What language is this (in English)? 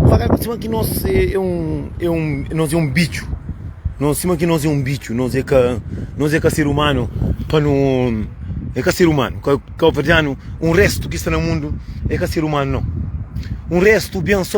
Kabuverdianu